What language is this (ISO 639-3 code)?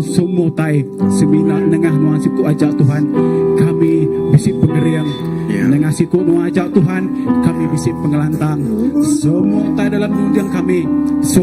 iba